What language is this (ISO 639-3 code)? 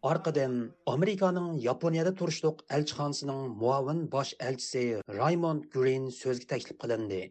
uig